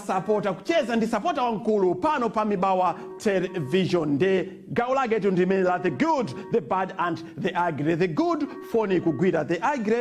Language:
Nyanja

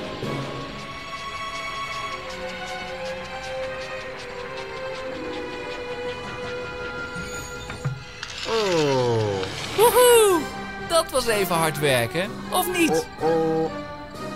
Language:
Dutch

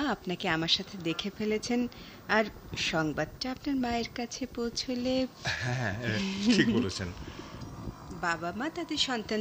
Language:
Bangla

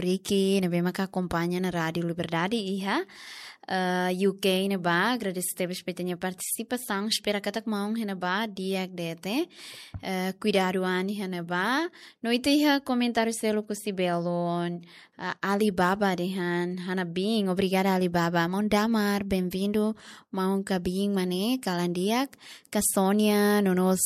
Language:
Tetum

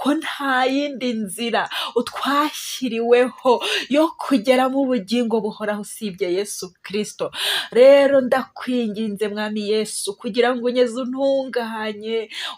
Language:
Kinyarwanda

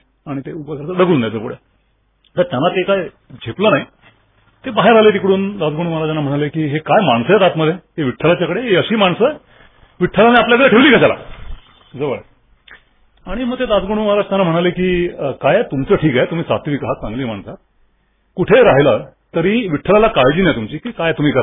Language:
Marathi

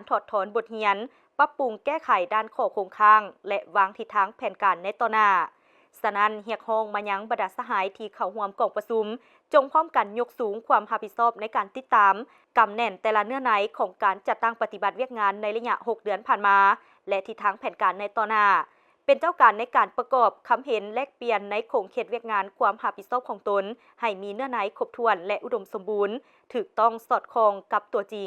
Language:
Lao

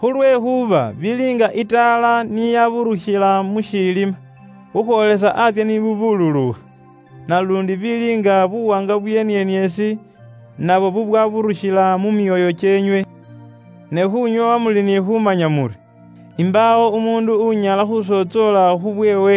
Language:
Luyia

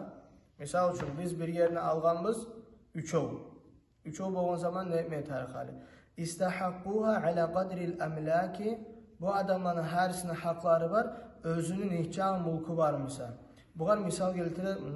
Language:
Kumyk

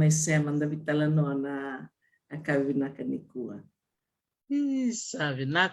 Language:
Fijian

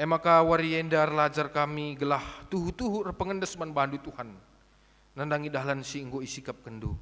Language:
Batak Karo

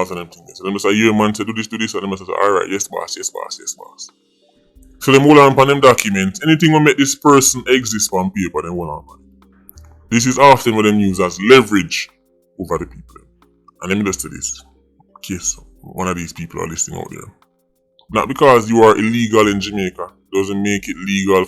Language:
Jamaican Creole English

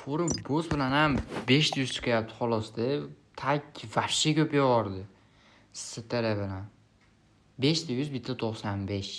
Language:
Uzbek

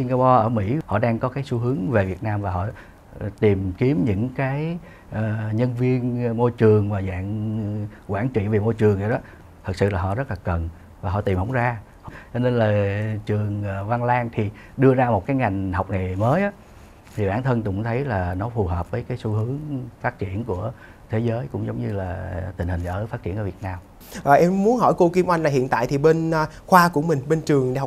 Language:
Vietnamese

